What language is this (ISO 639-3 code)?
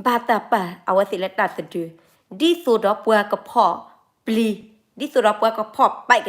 ksw